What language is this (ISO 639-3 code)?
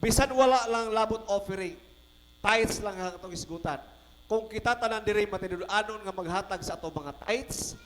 ceb